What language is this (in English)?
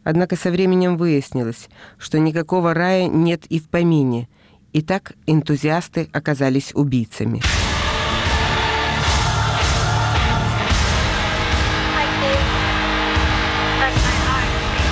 Russian